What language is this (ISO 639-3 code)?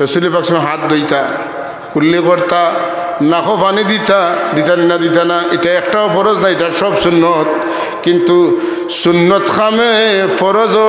syl